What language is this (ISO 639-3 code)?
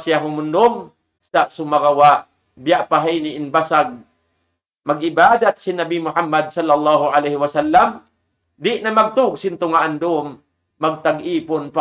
tsg